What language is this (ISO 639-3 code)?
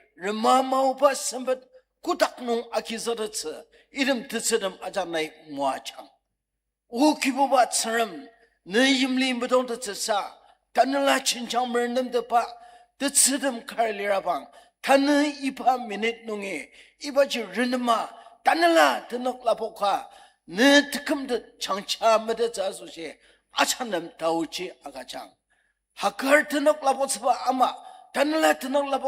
njo